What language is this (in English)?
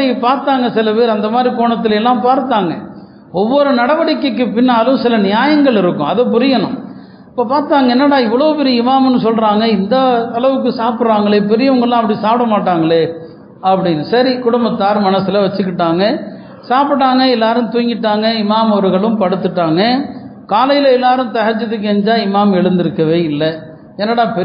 Tamil